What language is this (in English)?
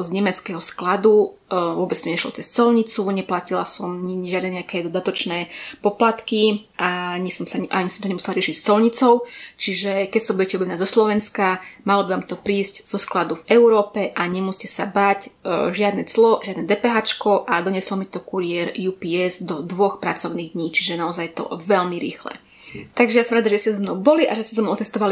Slovak